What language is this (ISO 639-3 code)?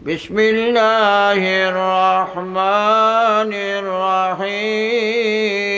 syl